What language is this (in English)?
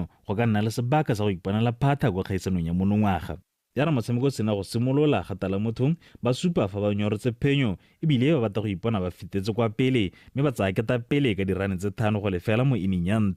Tswana